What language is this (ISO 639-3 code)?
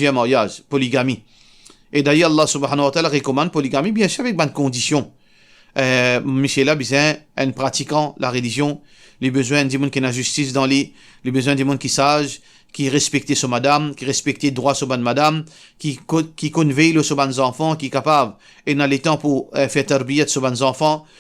mfe